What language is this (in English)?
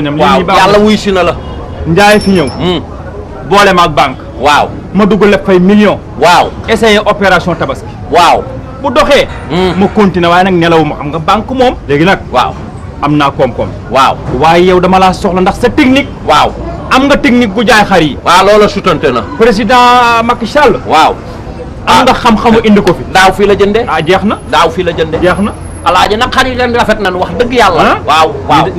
Wolof